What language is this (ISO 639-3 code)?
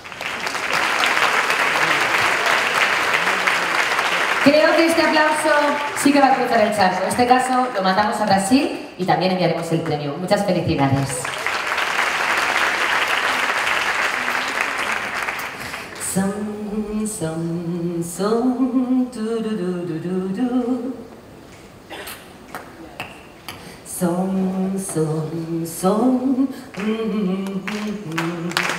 spa